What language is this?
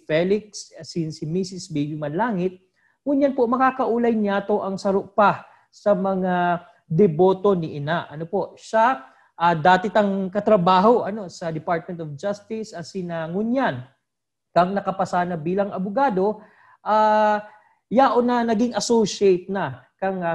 Bikol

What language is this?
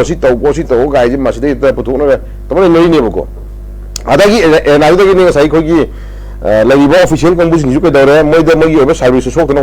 Manipuri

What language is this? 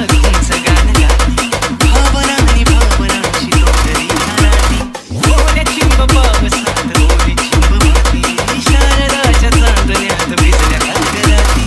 Marathi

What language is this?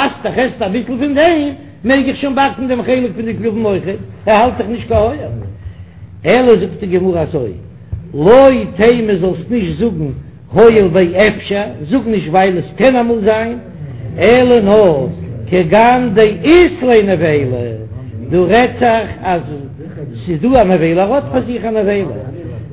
Yiddish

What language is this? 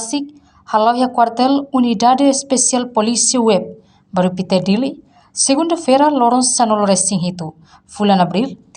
Tetum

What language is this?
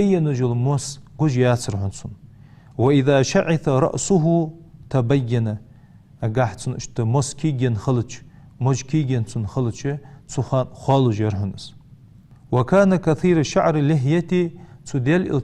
Ingush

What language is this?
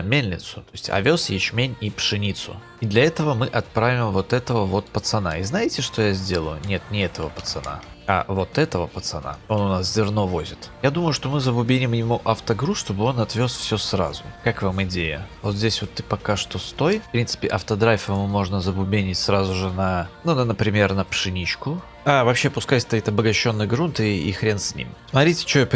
Russian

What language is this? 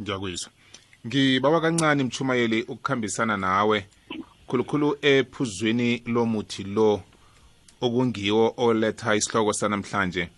South Ndebele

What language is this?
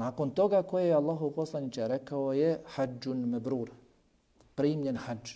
Bosnian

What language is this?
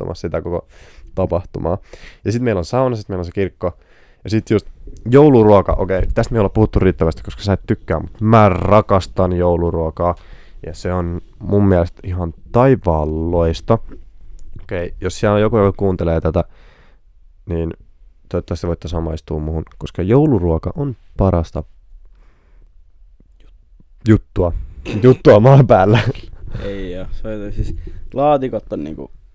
Finnish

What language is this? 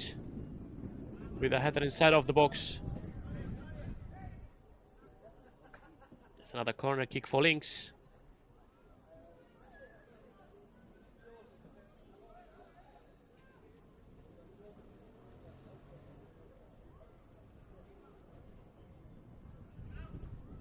English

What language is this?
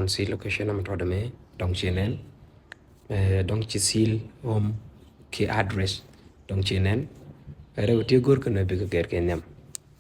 Nuer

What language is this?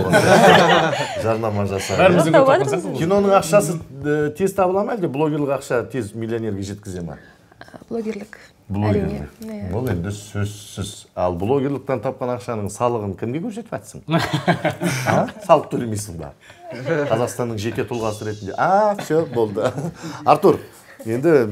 Kazakh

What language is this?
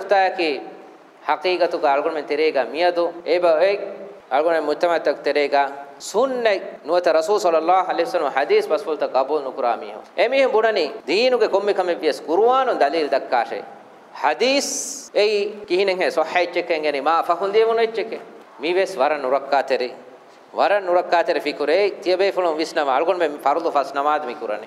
Divehi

